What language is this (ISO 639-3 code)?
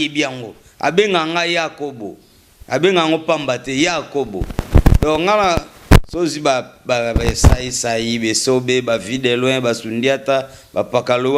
lin